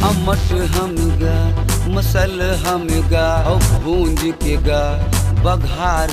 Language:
Chhattisgarhi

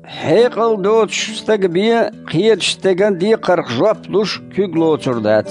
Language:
Chechen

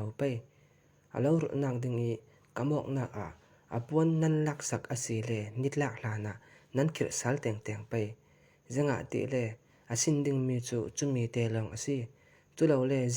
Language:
Falam Chin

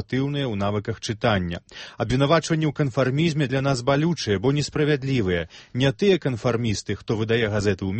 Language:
Belarusian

